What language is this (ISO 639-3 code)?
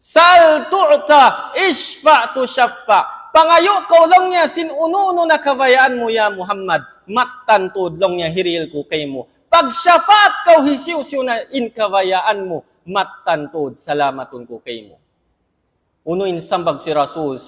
tsg